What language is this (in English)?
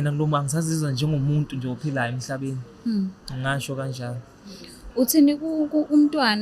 Zulu